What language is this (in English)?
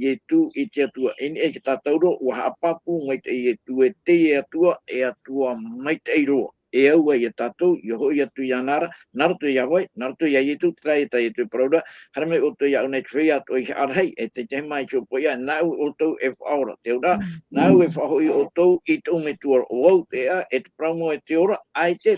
Tahitian